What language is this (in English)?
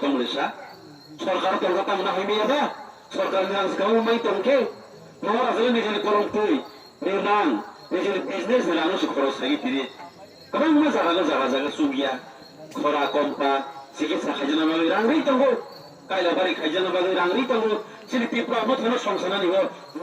Kok Borok